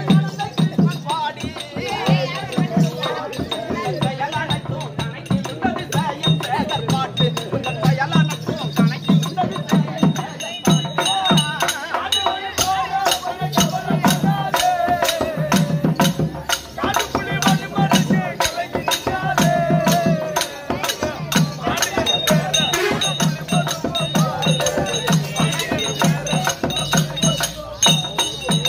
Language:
Tamil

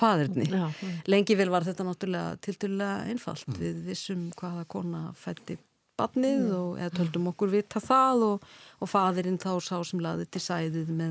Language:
Icelandic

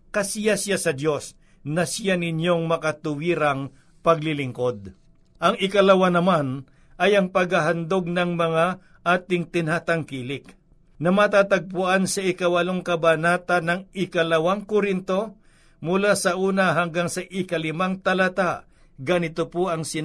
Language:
Filipino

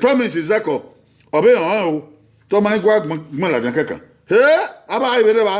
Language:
Bini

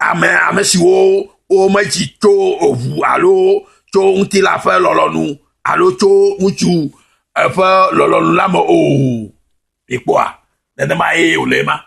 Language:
Ewe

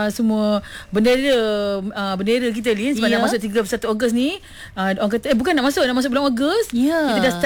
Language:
Malay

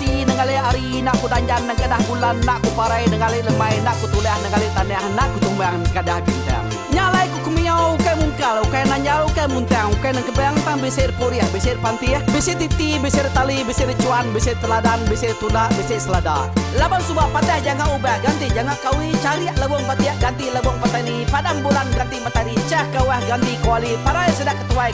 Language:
Iban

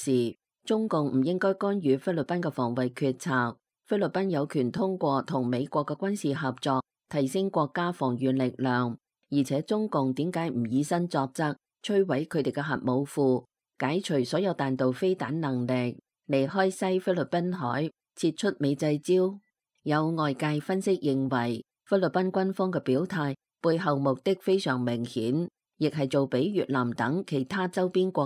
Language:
Cantonese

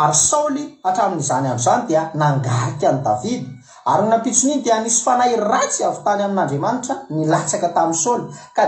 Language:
Malagasy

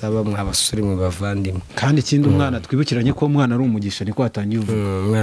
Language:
Kinyarwanda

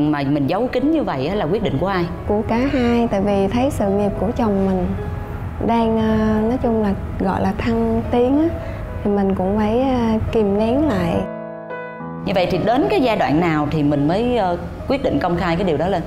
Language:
Vietnamese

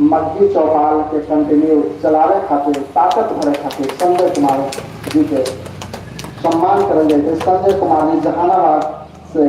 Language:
Magahi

